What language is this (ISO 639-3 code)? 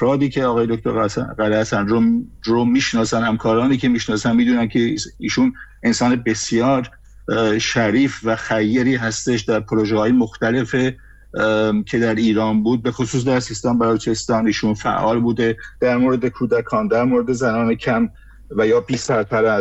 fas